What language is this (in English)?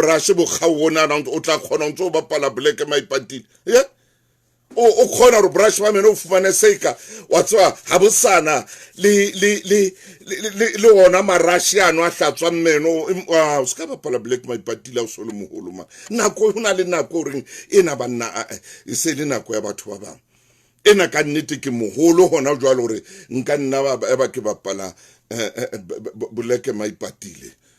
Southern Sotho